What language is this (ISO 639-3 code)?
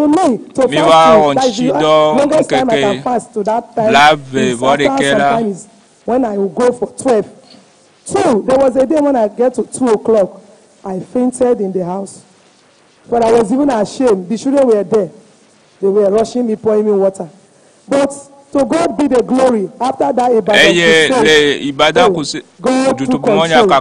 ewe